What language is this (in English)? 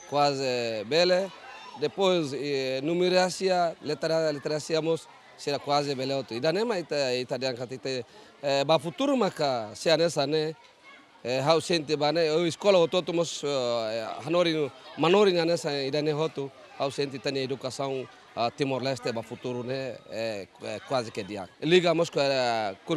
Tetum